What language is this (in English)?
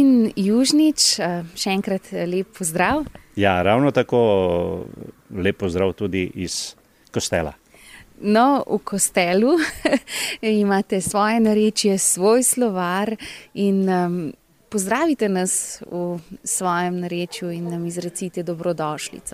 Slovenian